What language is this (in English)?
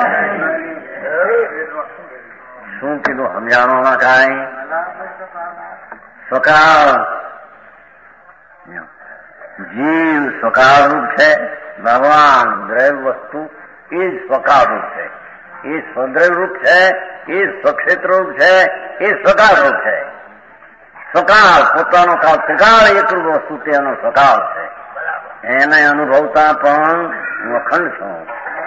Gujarati